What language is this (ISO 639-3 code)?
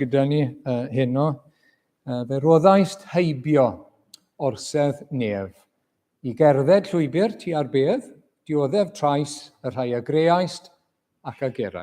cym